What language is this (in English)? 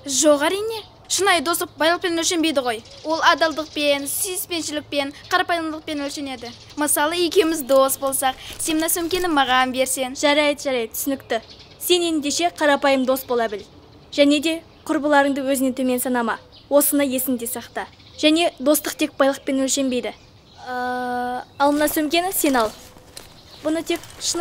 Kazakh